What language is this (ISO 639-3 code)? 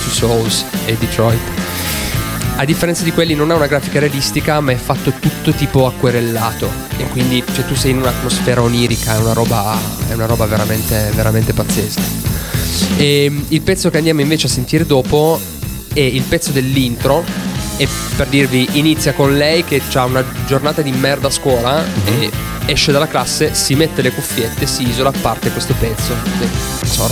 ita